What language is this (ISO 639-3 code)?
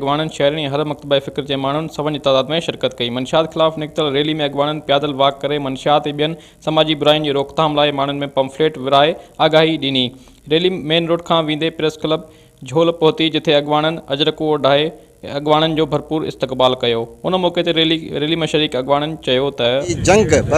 snd